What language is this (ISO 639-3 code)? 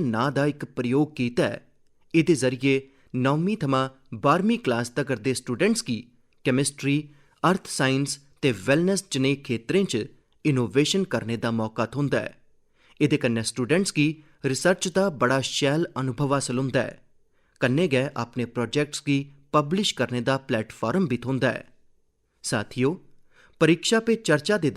doi